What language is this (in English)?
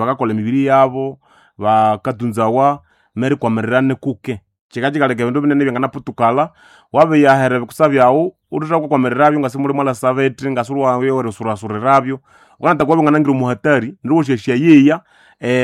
Nande